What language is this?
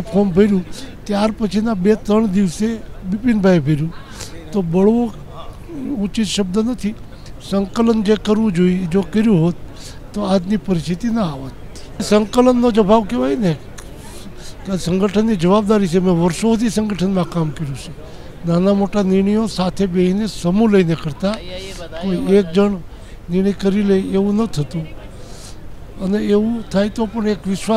Gujarati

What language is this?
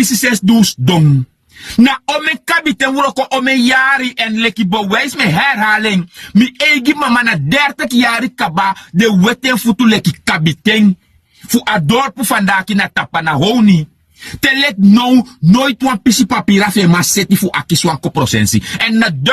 Sranan Tongo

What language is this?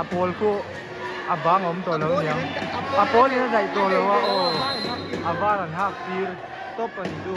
Mizo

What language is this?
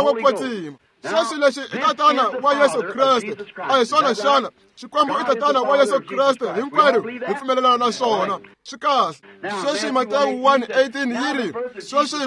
Tsonga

